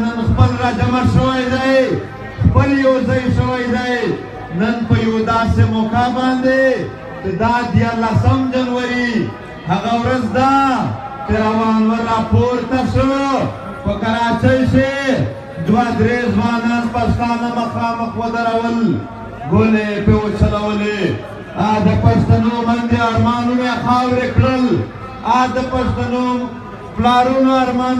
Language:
Pashto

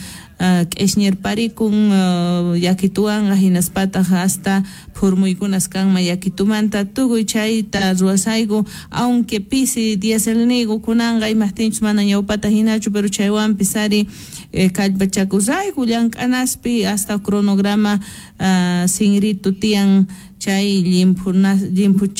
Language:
South Bolivian Quechua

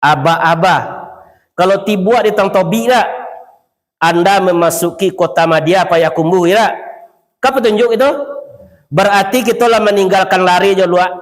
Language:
Minangkabau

